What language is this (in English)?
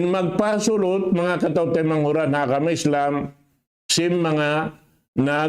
Tausug